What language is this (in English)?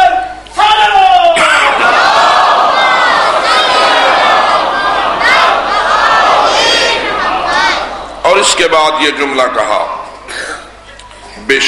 Urdu